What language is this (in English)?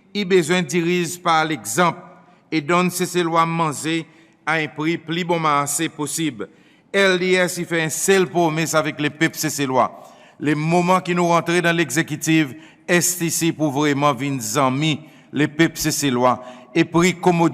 Seselwa Creole French